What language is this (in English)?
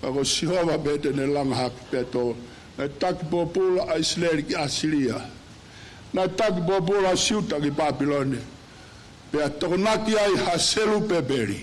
Tongan